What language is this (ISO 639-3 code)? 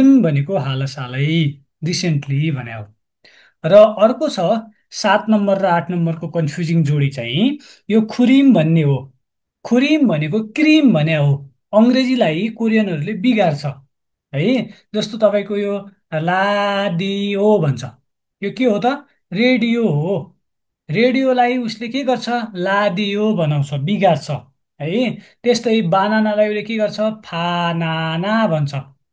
nep